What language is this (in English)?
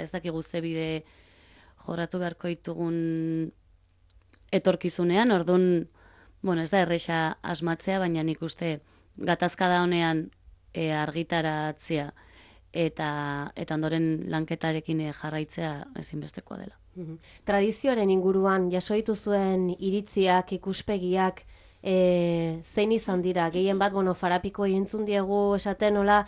Basque